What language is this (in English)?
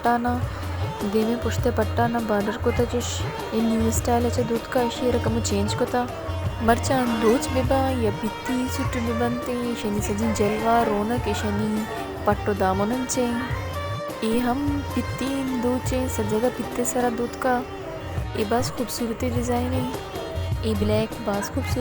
Baluchi